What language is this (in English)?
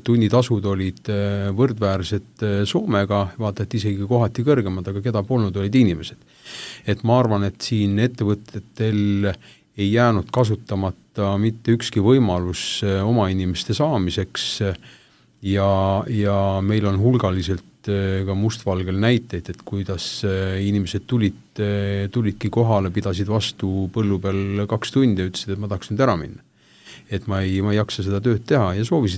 Estonian